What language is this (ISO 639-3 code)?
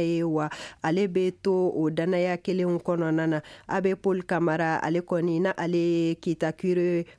bam